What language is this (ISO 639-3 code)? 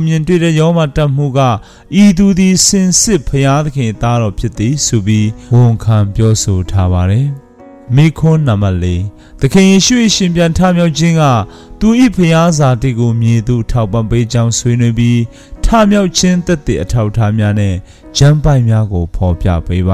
mya